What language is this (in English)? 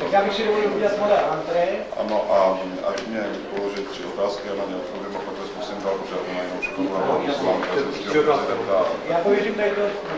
Czech